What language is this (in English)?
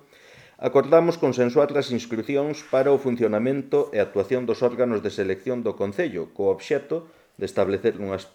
Galician